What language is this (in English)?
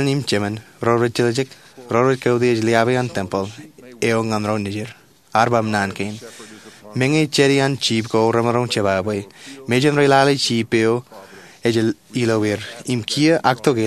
Marshallese